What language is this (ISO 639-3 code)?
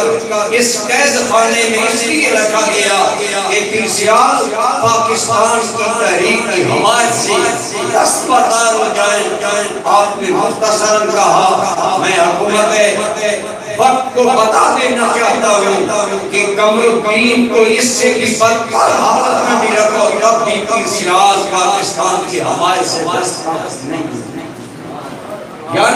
urd